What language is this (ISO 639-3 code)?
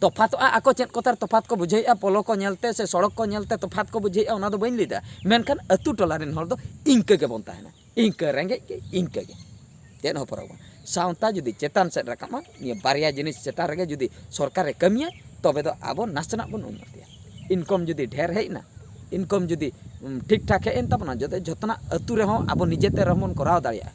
sat